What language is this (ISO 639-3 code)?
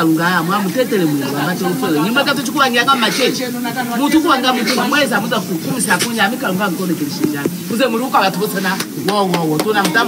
lun